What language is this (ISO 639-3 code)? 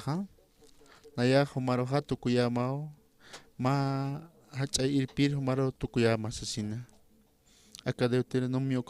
aym